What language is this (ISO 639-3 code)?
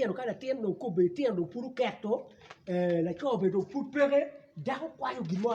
ach